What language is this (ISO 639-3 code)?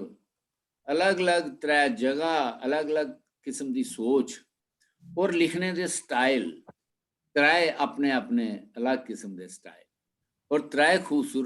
doi